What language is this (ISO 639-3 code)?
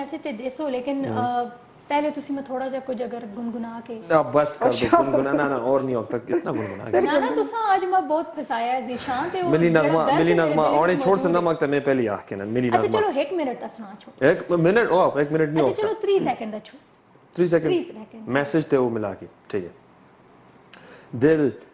pan